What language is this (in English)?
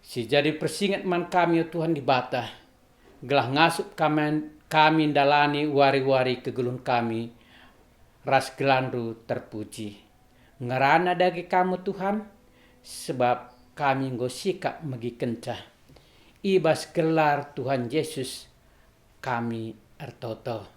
Batak Karo